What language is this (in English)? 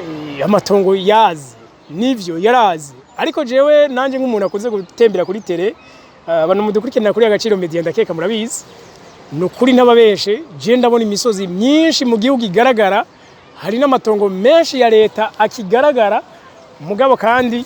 Rundi